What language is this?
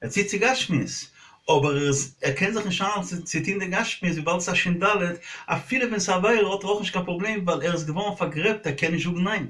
Yiddish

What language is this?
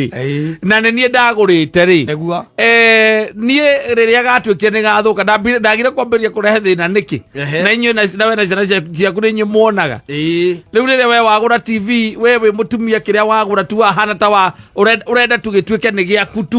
Kikuyu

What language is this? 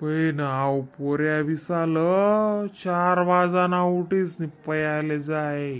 Khandesi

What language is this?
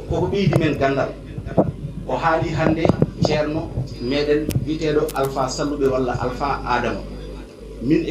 Fula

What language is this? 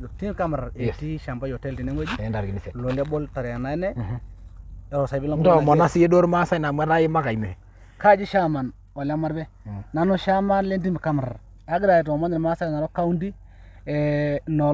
Masai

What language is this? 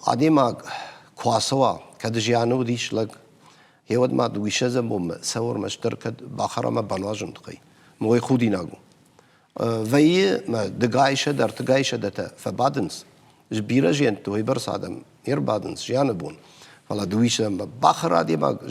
Ossetic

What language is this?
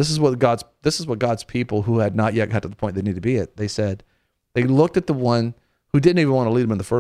English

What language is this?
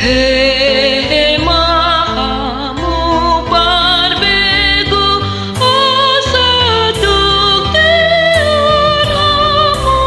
Batak Toba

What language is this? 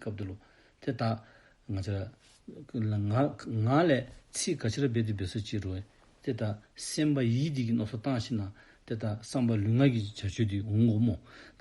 Dzongkha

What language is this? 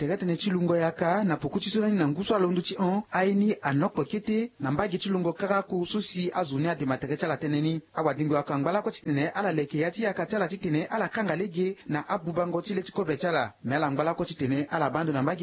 Sango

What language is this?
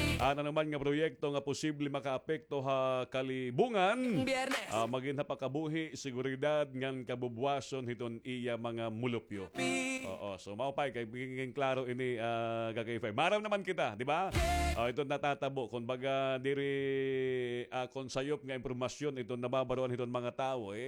Waray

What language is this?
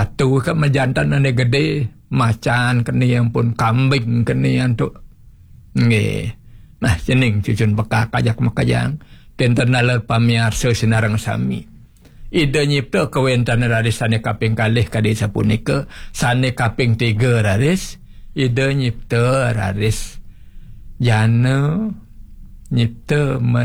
Balinese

